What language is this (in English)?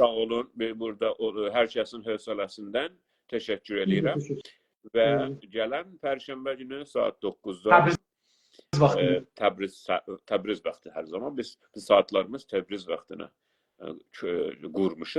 South Azerbaijani